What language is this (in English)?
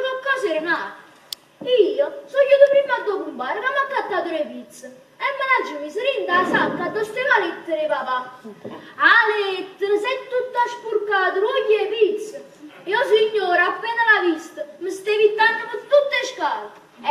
Neapolitan